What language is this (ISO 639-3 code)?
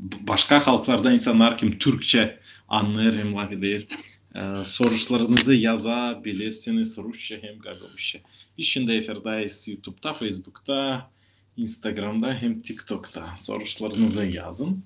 gag